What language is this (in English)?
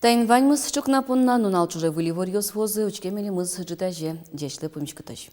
Udmurt